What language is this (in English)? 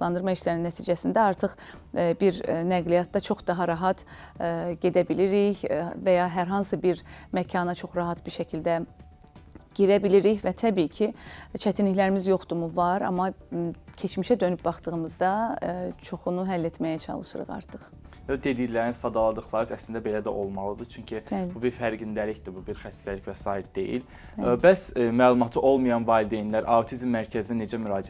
Azerbaijani